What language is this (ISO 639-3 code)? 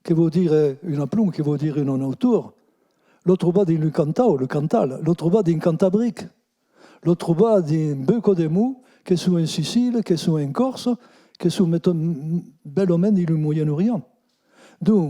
oci